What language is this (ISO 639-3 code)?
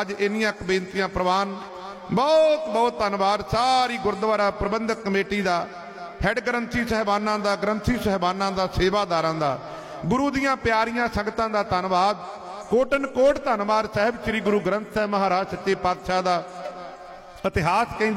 pan